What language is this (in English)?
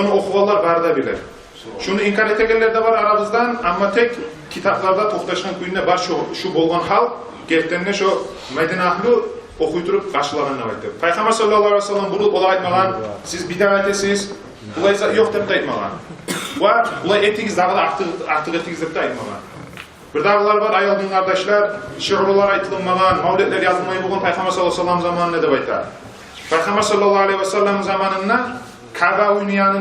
Kumyk